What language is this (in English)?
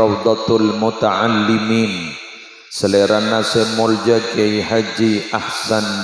Madurese